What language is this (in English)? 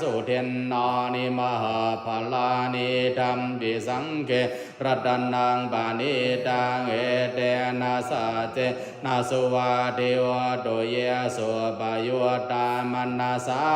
Pali